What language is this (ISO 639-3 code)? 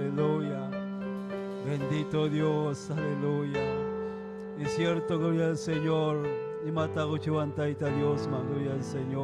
quy